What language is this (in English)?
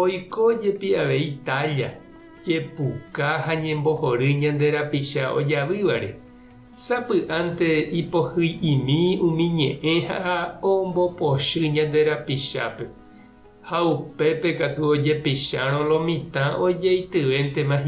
Guarani